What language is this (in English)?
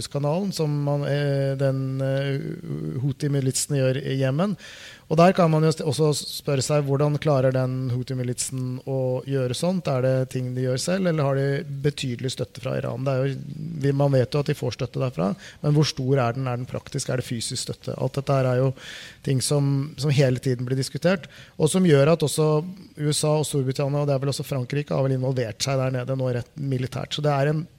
Norwegian